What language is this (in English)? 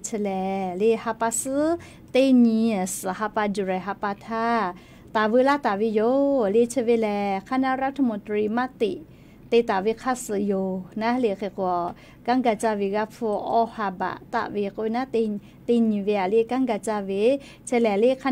Lahu